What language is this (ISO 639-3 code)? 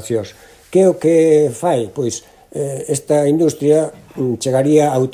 glg